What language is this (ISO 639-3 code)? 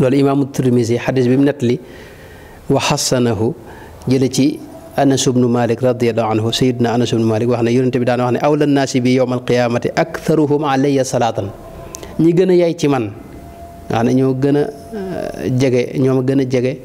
wol